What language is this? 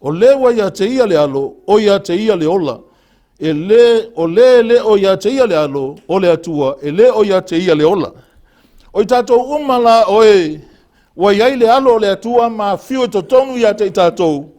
Samoan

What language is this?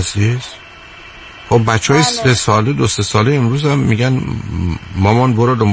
Persian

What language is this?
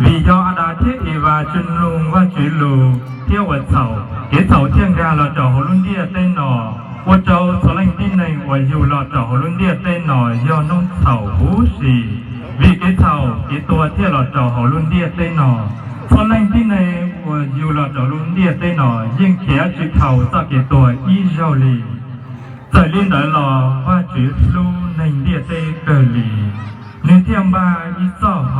Hmong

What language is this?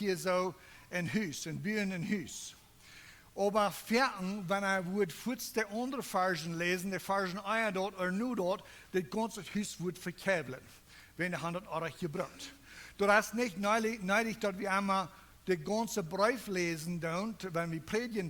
Plautdietsch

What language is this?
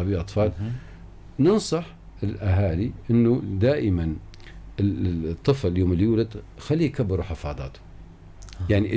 North Levantine Arabic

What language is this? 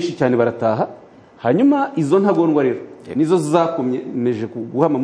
Kinyarwanda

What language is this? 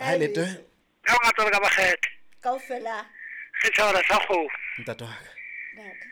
Southern Sotho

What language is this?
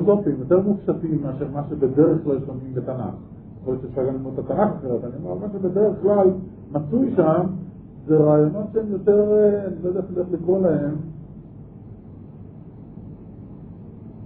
Hebrew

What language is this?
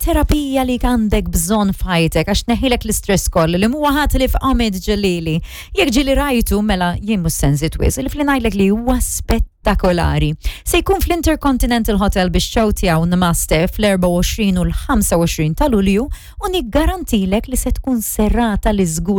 Maltese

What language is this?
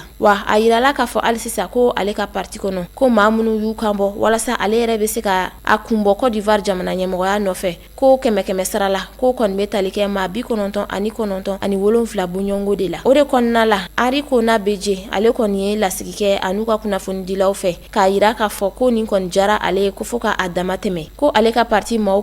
Bambara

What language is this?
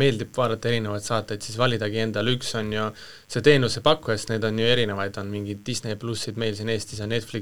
Estonian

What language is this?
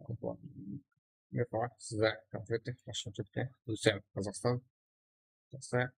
Kara-Kalpak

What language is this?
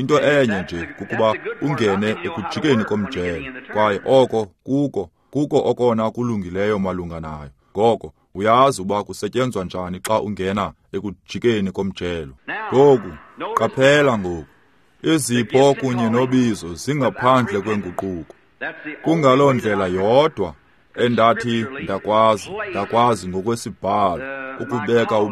Xhosa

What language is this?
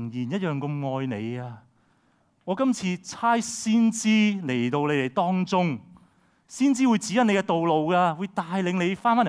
Cantonese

